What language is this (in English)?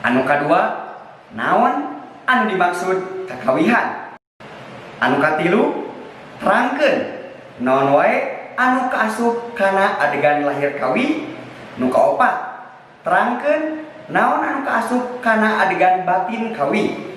Sundanese